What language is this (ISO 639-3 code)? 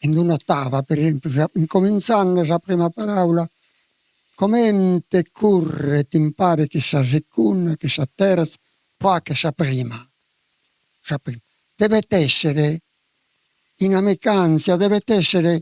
srd